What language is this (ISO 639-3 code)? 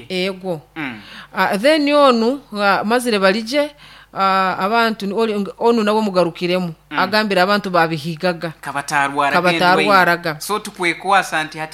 nyo